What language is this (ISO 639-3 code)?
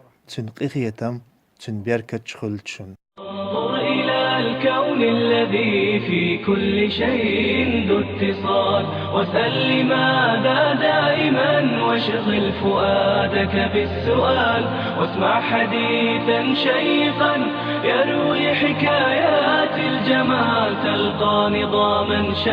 che